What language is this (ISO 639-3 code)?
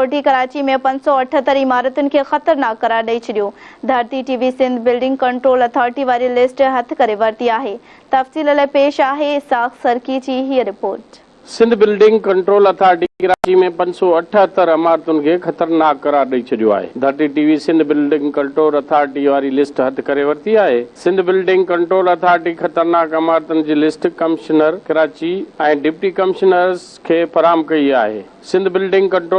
snd